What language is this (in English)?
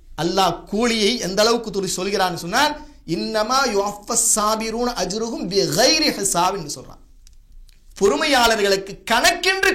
Tamil